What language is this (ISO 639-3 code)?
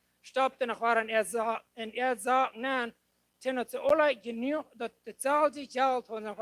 pdt